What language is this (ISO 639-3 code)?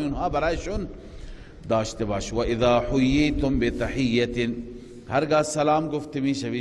fas